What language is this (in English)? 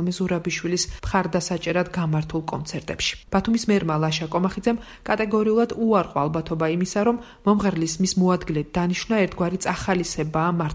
Georgian